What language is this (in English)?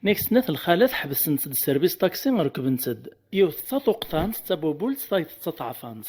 Kabyle